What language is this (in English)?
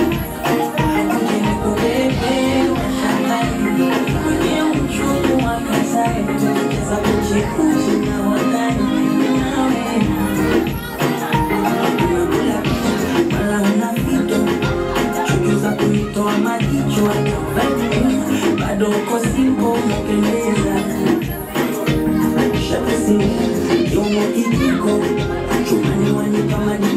Swahili